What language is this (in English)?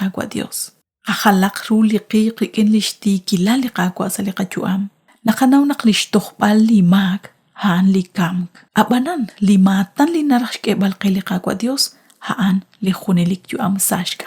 Kekchí